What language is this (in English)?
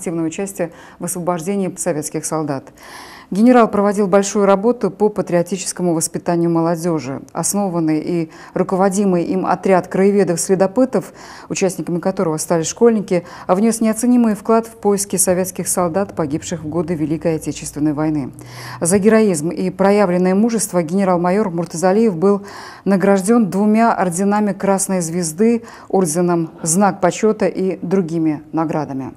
Russian